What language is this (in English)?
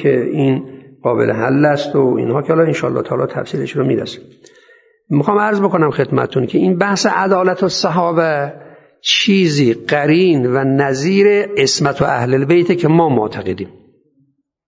Persian